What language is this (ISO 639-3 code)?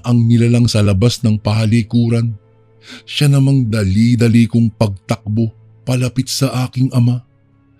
fil